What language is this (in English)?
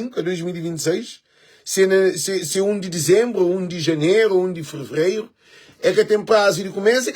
Kabuverdianu